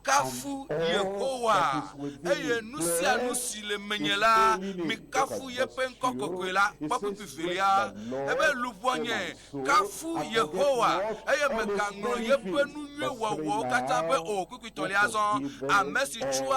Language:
Ewe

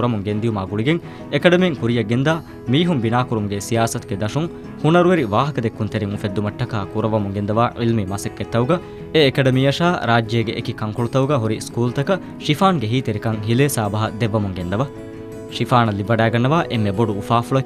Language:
Divehi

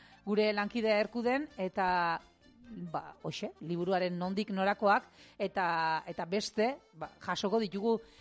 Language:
Basque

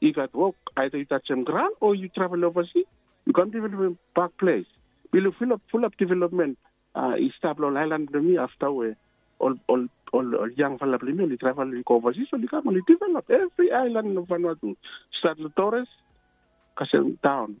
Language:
Bislama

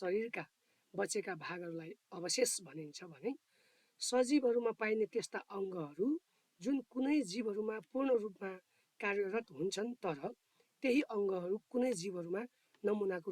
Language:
Nepali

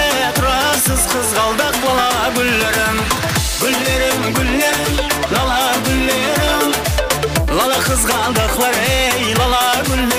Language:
Kara-Kalpak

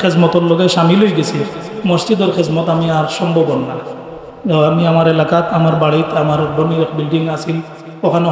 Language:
Sylheti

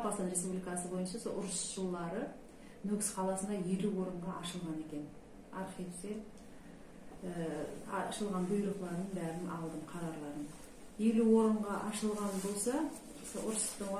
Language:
Kazakh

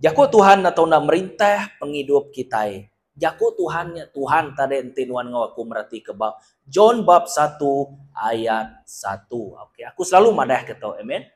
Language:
Iban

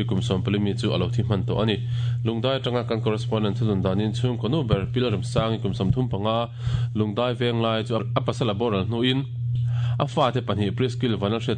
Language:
Mizo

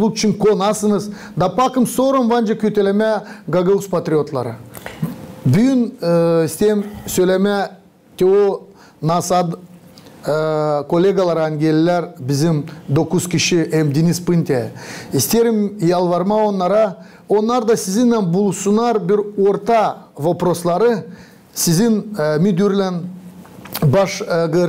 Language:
Gagauz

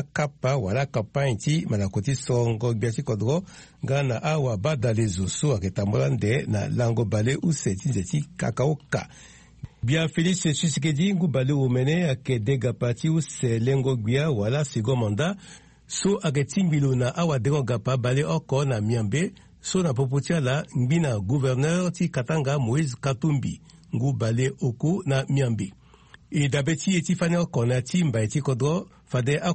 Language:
Sango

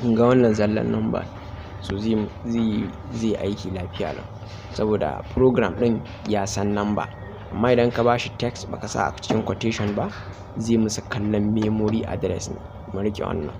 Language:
Hausa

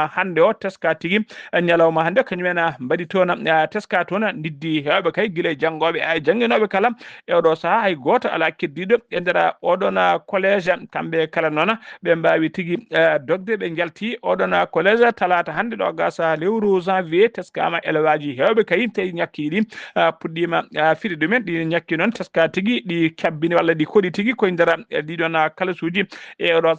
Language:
Fula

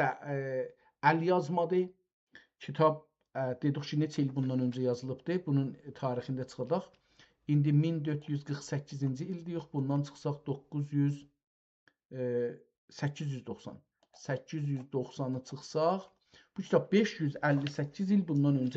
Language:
South Azerbaijani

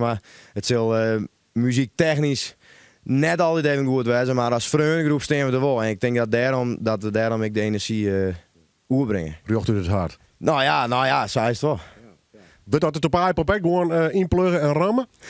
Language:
Western Frisian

